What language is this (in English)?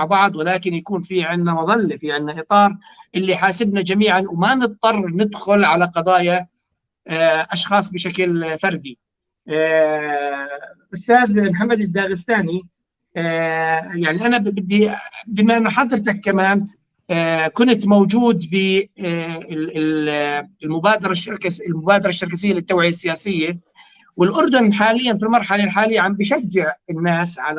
North Levantine Arabic